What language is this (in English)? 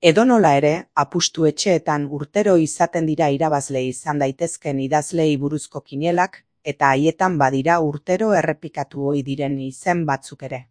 Basque